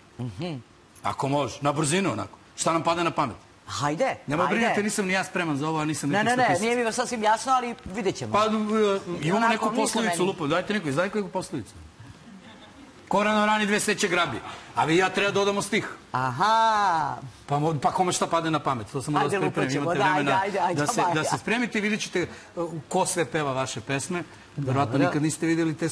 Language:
Serbian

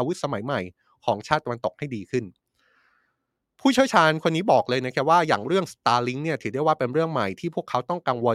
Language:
Thai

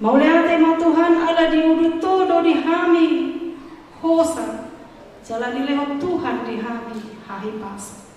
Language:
Batak Toba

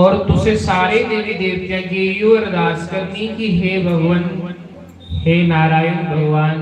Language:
Dogri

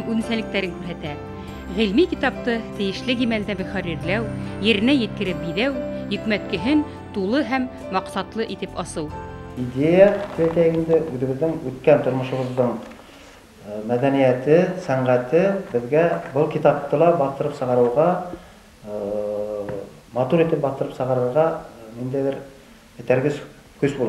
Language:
Bashkir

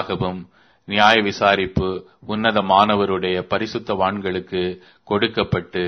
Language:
Tamil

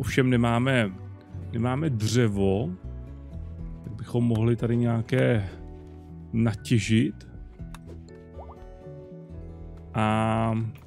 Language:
Czech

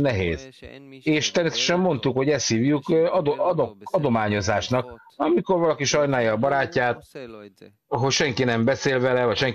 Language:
Hungarian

